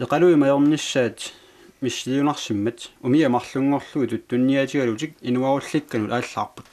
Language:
Kalaallisut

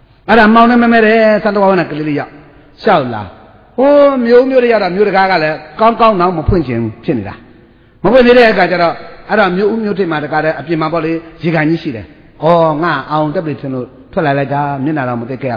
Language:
Burmese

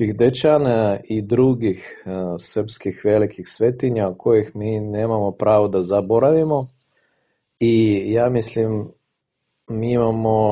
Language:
Serbian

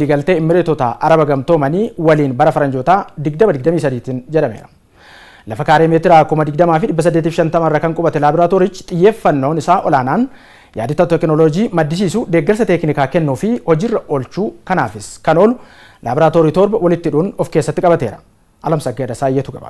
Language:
Oromo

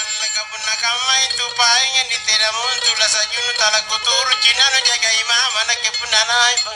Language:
Makasar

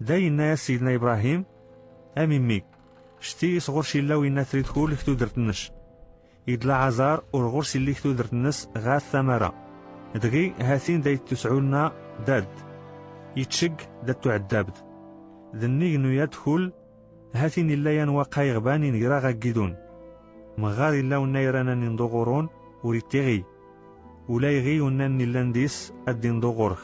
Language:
Kabyle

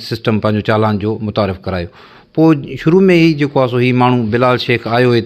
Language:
Sindhi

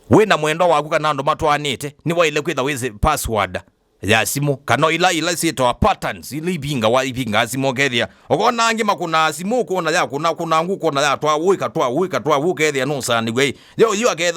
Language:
Kamba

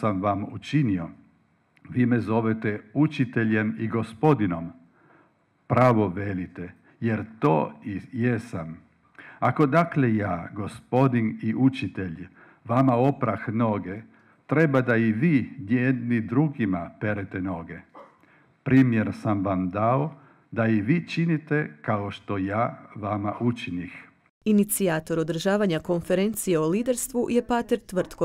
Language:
Croatian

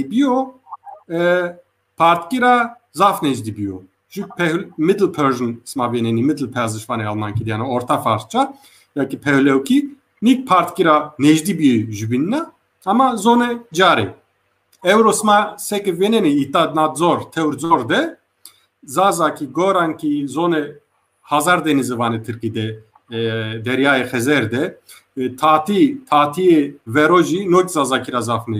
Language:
Zaza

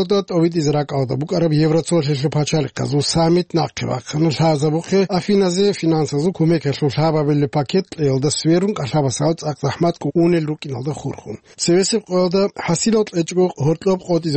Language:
Avaric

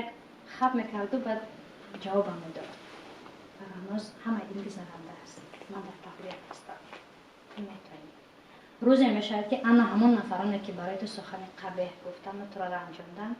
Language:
Tajik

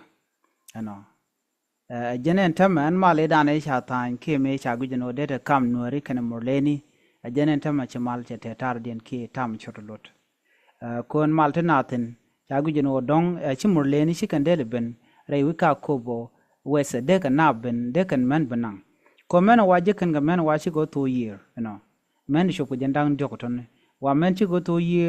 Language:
Nuer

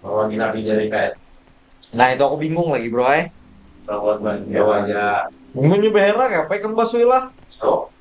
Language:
Banjar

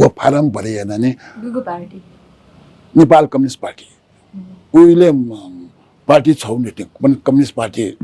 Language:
Newari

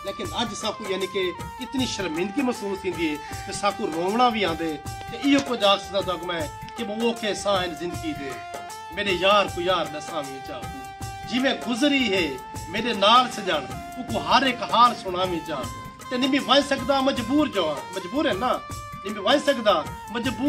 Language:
Saraiki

